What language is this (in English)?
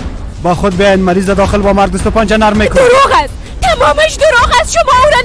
Persian